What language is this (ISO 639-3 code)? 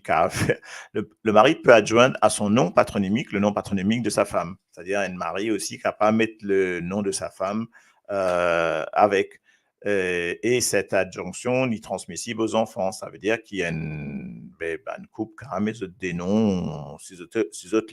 mfe